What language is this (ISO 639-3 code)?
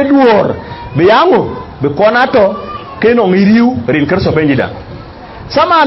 din